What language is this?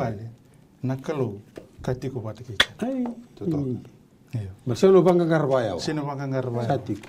Fijian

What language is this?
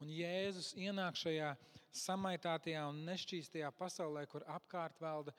Latvian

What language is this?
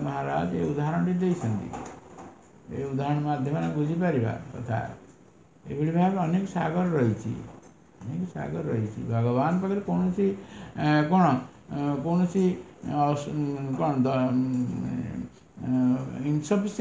Odia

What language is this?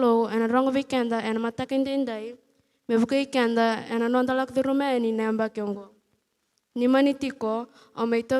Fijian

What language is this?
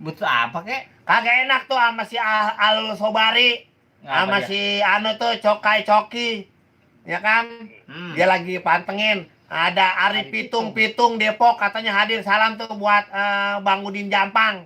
Betawi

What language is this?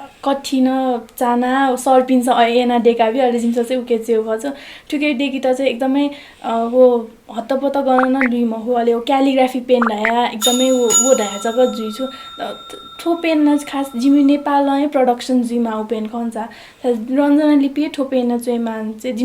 Newari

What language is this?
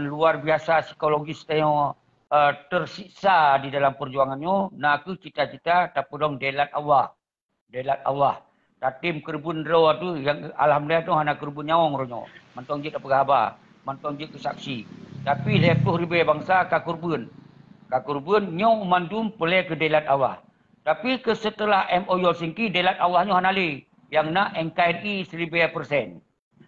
Achinese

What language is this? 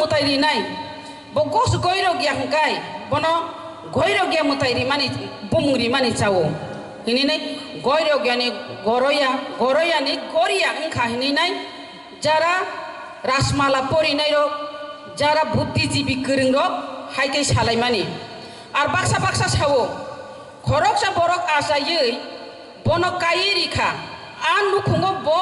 Kok Borok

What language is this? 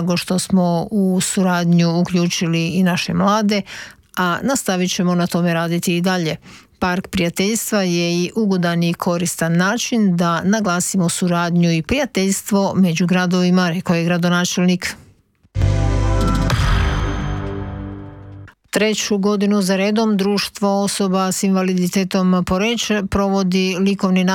Croatian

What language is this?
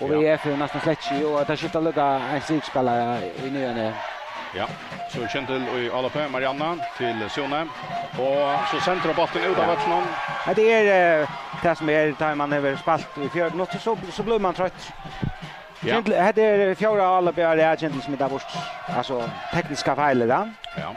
Faroese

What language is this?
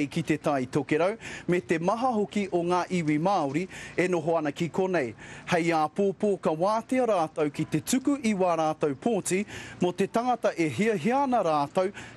Māori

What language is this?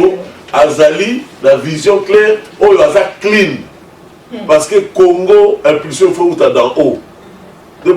Lingala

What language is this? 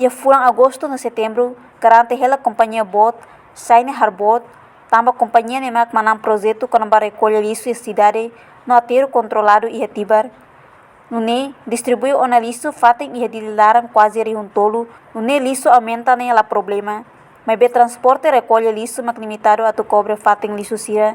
Tetum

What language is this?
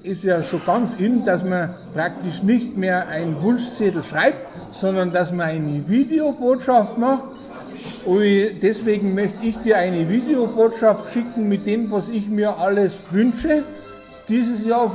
Bavarian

